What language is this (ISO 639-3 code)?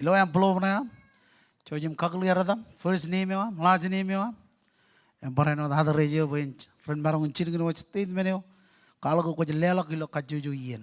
mah